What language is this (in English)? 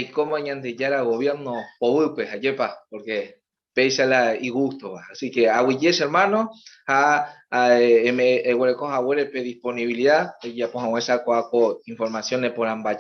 Guarani